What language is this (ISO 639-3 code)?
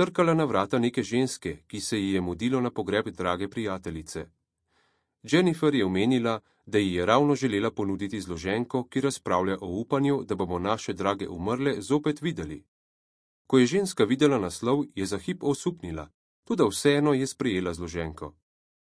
slv